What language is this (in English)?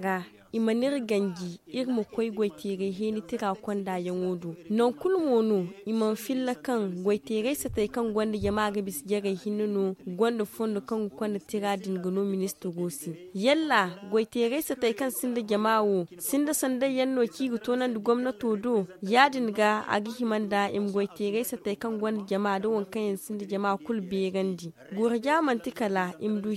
Zarma